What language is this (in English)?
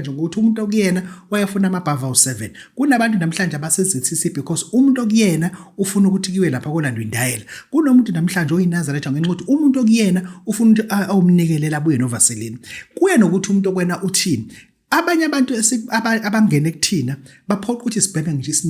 Zulu